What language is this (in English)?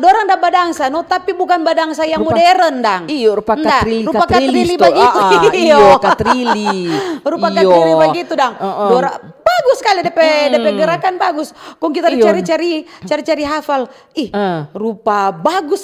Manado Malay